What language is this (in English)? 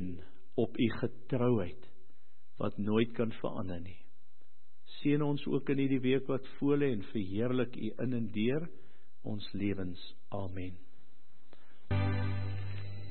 Afrikaans